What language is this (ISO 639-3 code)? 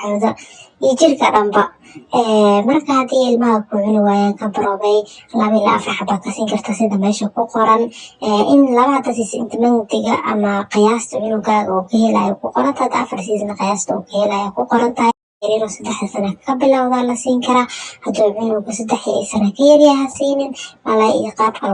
som